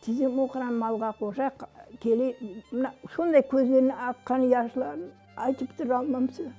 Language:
Crimean Tatar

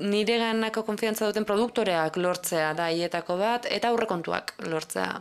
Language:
Basque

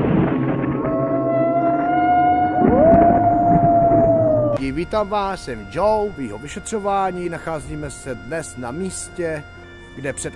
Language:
Czech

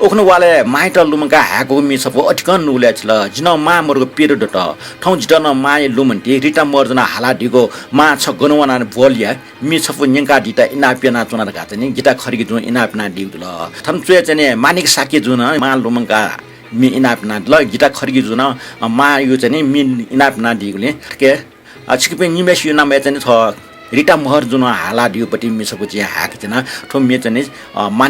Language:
Newari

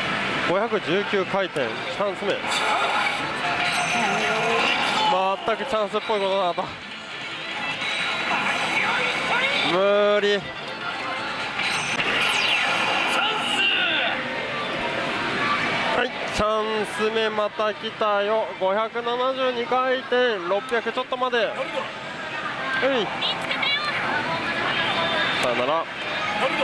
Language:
Japanese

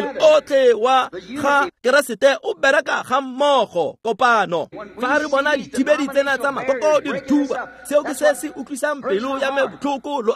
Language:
Tswana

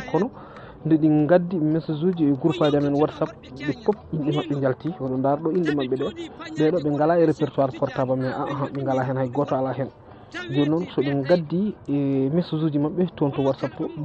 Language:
Fula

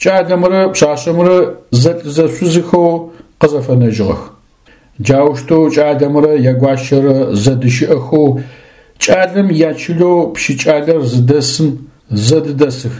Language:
Adyghe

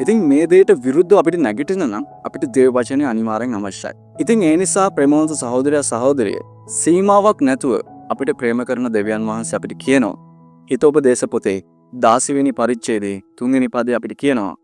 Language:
Sinhala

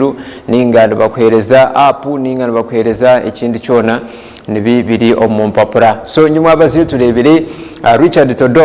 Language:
Nyankole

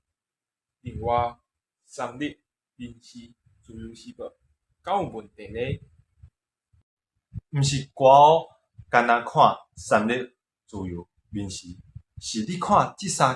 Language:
Min Nan Chinese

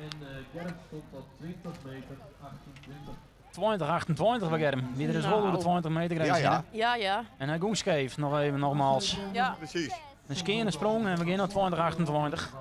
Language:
Western Frisian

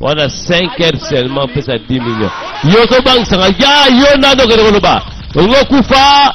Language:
Lingala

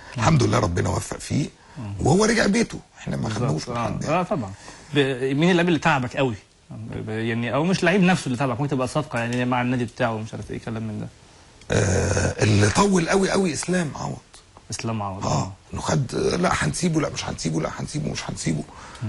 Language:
Egyptian Arabic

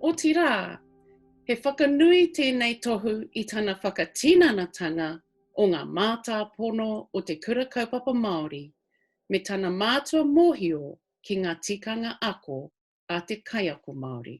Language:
Māori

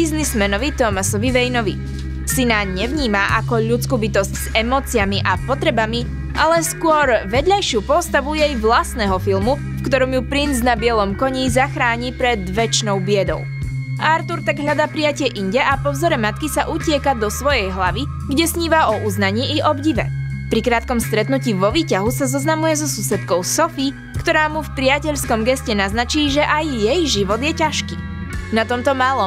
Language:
Slovak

